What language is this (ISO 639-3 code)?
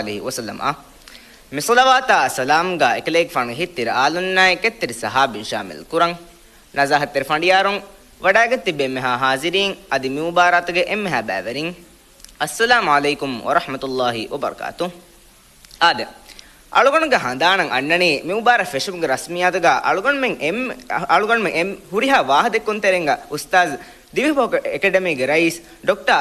div